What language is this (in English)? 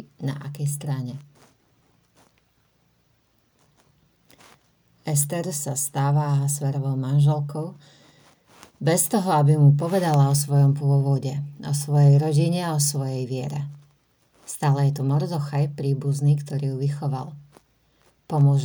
Slovak